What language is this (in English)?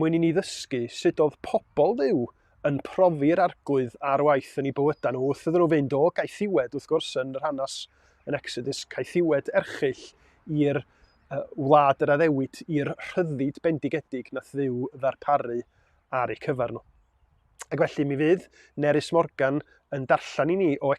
Welsh